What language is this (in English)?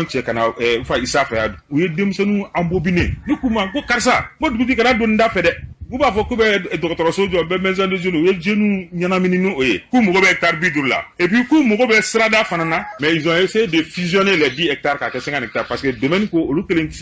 Bambara